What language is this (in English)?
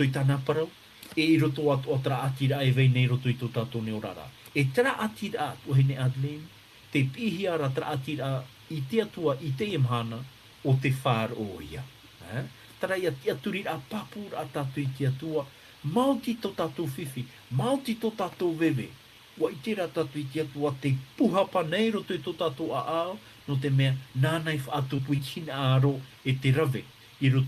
Tahitian